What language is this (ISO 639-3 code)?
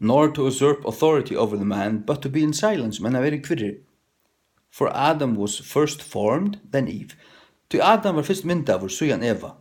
fao